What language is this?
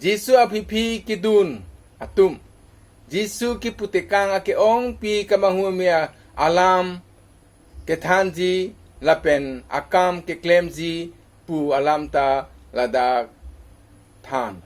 Karbi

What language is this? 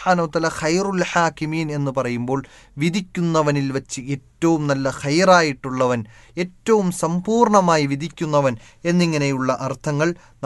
Malayalam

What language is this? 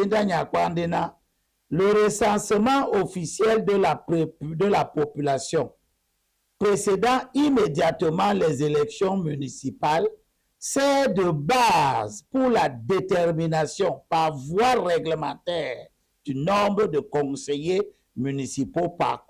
Duala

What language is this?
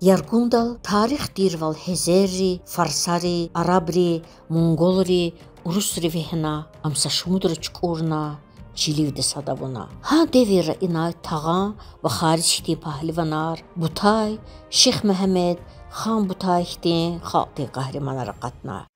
Lezghian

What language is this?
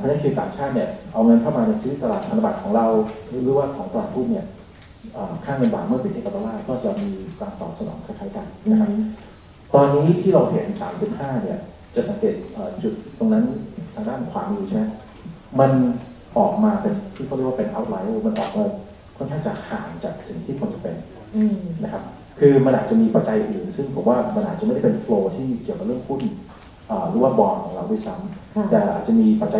Thai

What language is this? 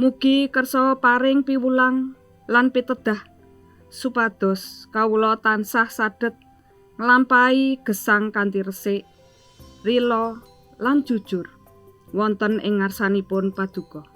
Javanese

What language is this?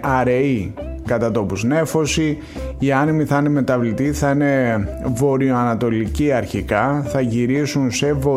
Greek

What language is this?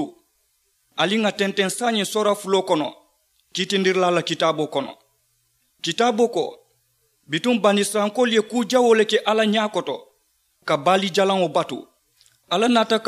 Mandingo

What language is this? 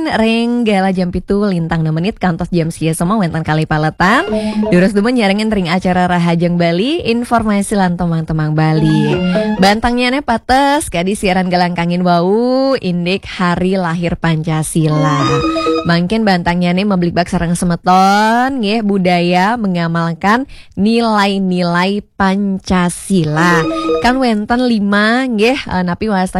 Balinese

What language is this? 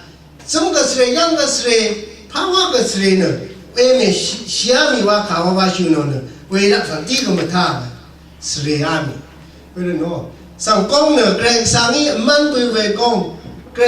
Rawang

